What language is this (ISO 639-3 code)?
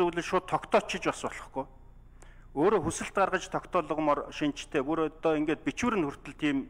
mon